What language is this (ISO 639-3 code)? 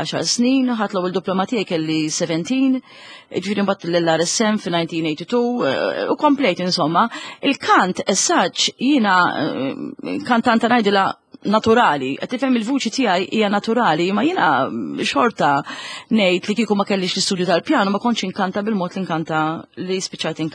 mlt